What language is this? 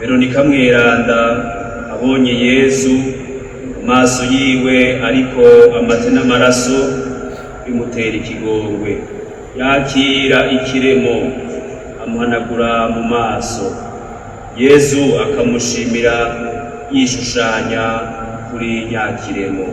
Rundi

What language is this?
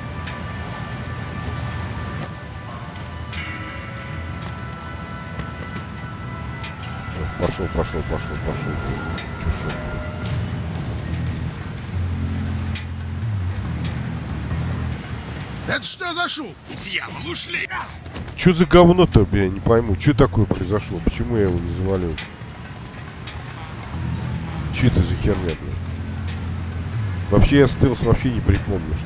Russian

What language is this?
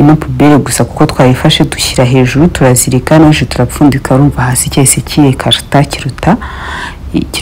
Kinyarwanda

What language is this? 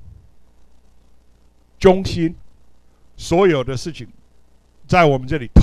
Chinese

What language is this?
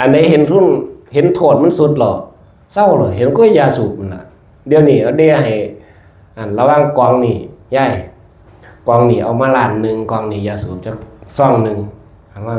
Northeastern Thai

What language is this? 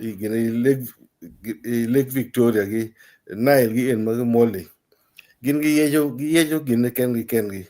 Acoli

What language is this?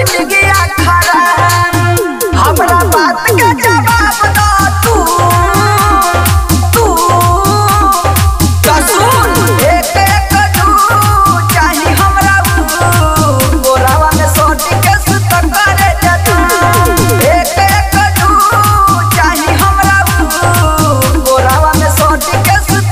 Bhojpuri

